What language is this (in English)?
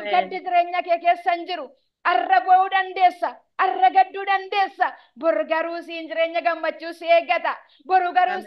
Oromo